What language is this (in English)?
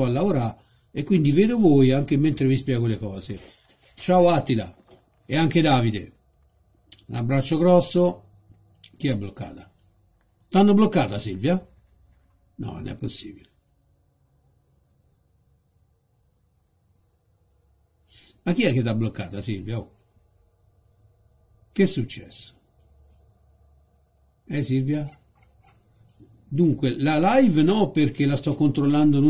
Italian